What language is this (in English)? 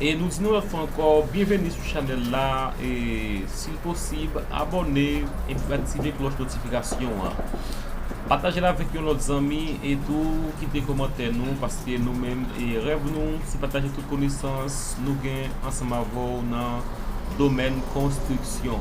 Haitian Creole